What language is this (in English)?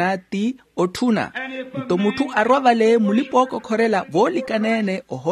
Makhuwa